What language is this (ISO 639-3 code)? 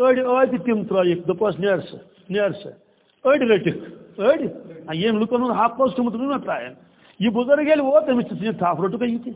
kas